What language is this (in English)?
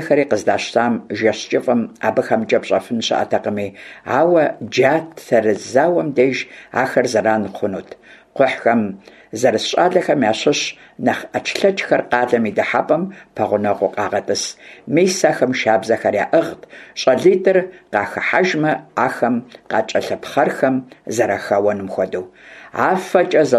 Kabardian